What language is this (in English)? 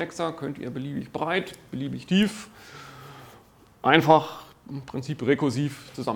German